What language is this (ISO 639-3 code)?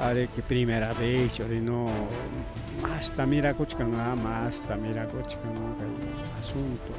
quy